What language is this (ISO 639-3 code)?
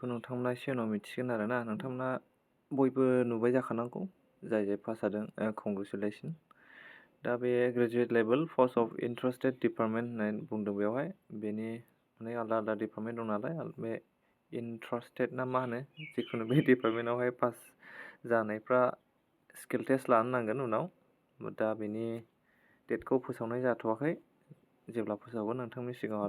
brx